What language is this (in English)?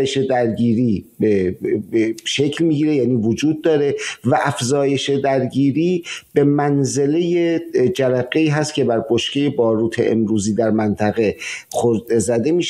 Persian